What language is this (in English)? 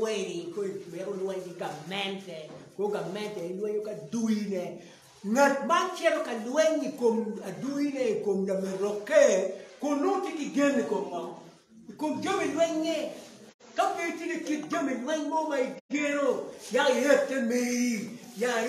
Acoli